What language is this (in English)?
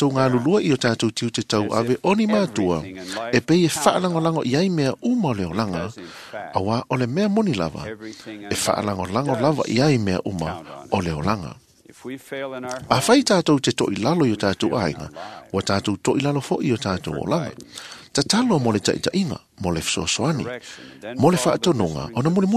Samoan